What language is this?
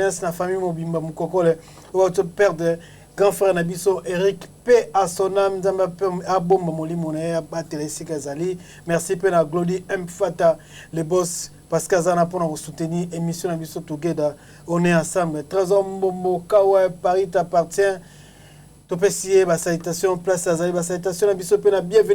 Lingala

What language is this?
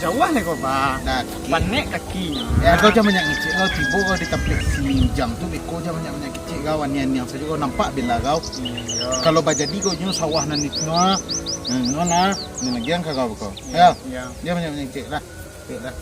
Minangkabau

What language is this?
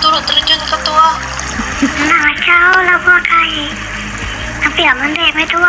Iban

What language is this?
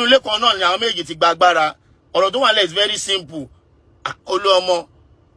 Yoruba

